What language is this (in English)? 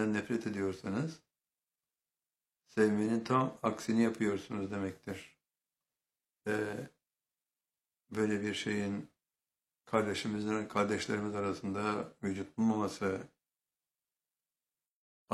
Turkish